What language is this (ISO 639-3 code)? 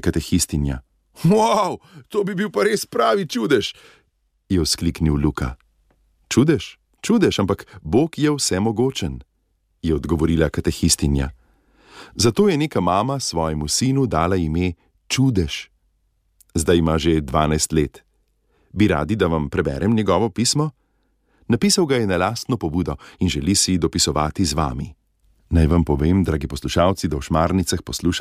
slv